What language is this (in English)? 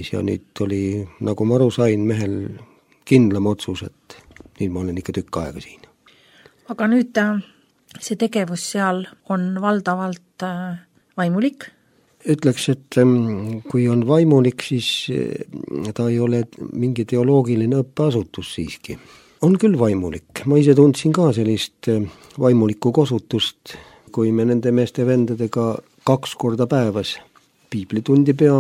Estonian